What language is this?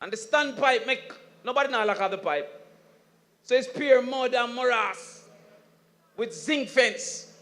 Jamaican Creole English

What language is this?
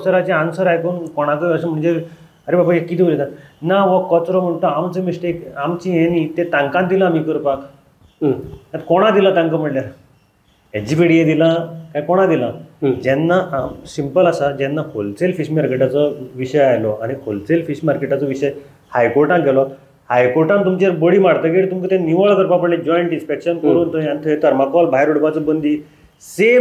Konkani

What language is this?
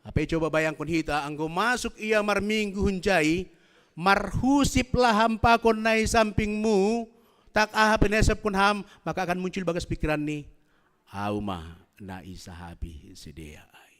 Batak Simalungun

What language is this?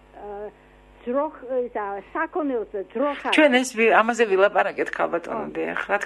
Georgian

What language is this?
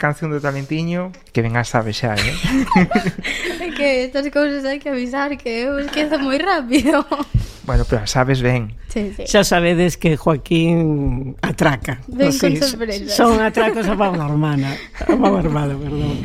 Galician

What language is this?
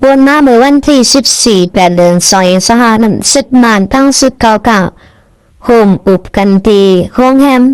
Shan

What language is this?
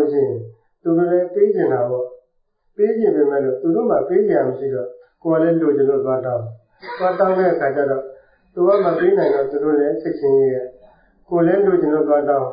Burmese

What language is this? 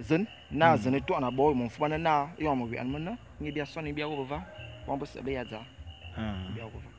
Fang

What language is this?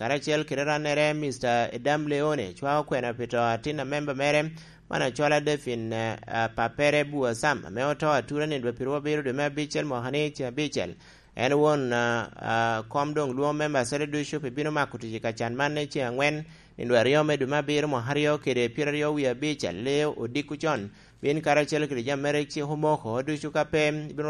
Lango (Uganda)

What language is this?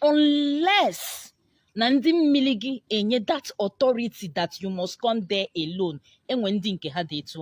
Igbo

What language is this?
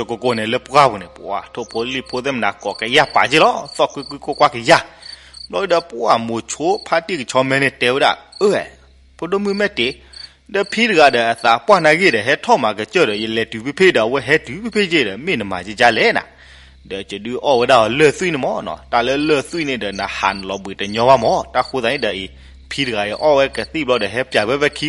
S'gaw Karen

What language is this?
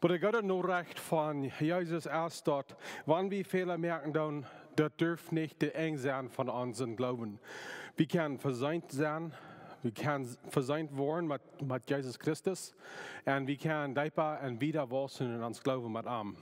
Plautdietsch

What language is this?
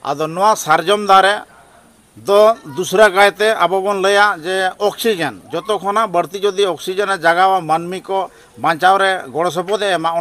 Santali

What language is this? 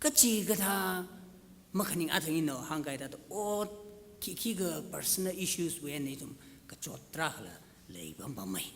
Tangkhul Naga (India)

